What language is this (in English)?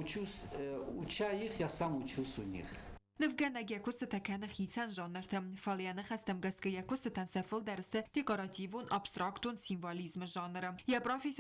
Ossetic